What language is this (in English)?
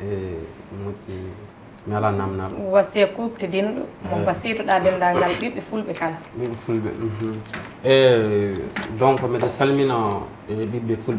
Fula